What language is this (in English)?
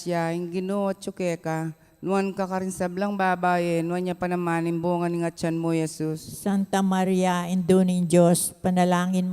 Pampanga